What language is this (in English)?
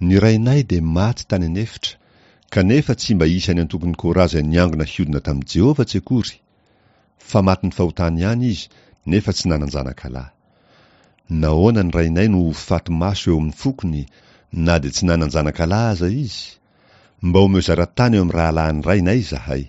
Malagasy